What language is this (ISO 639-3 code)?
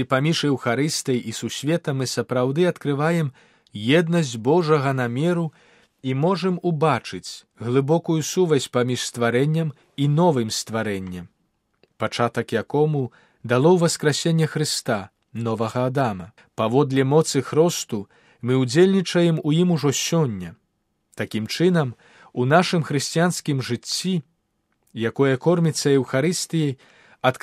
bel